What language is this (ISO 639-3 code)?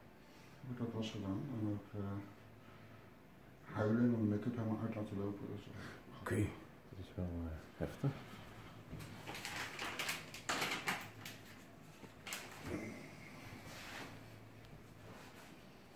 nld